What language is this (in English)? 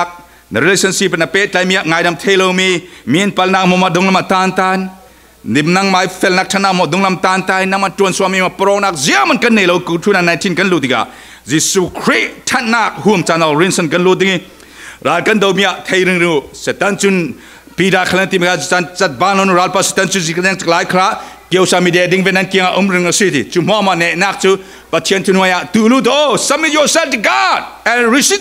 Falam Chin